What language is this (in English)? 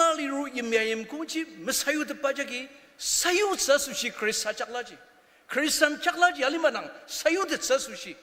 Ao Naga